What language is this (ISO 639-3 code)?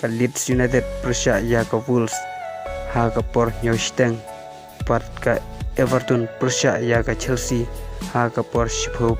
kha